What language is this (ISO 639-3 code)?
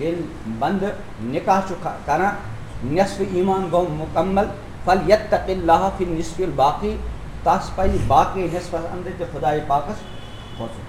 kas